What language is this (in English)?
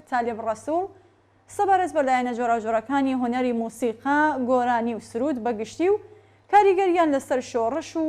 Central Kurdish